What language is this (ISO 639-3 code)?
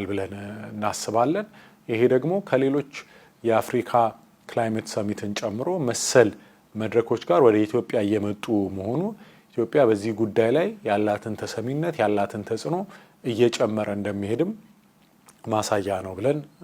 amh